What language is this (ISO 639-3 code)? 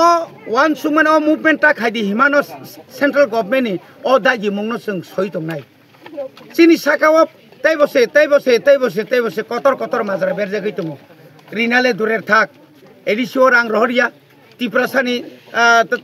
trp